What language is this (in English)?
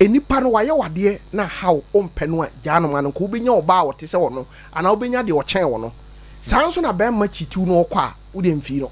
Akan